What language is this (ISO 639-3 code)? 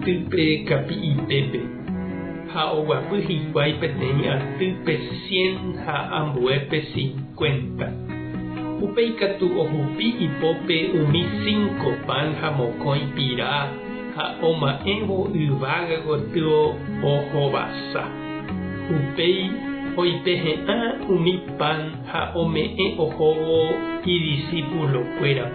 grn